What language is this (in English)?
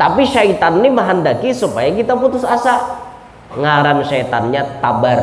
Banjar